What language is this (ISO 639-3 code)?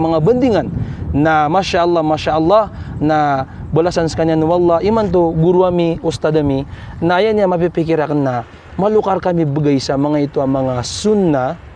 mrw